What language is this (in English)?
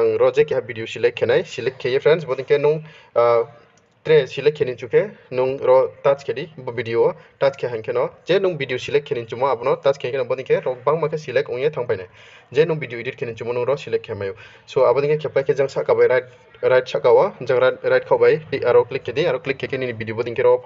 Riang (India)